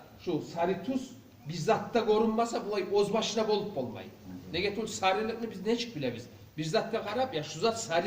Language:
Kumyk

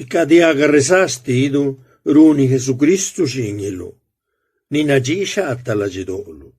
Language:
Zapotec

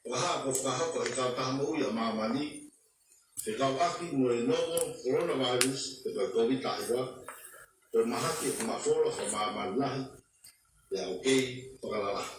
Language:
Tongan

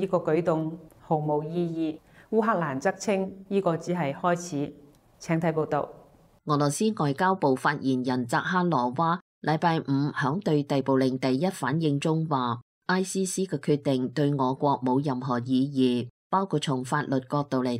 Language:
Cantonese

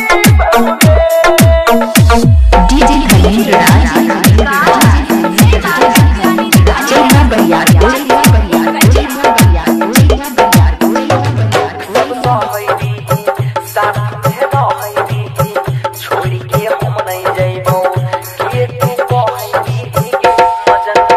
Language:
Bhojpuri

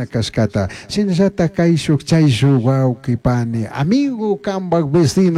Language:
Chimborazo Highland Quichua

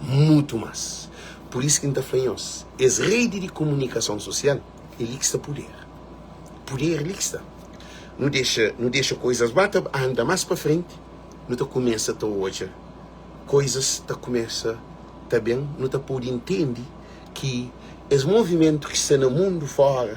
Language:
Kabuverdianu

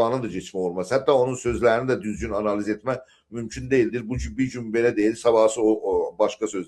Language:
South Azerbaijani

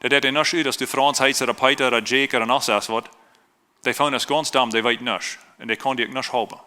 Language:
Plautdietsch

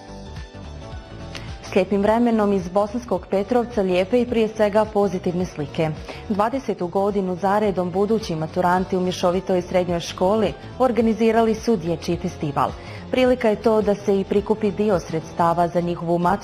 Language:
Bosnian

